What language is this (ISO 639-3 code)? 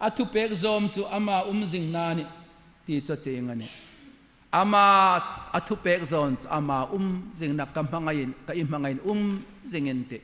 hmr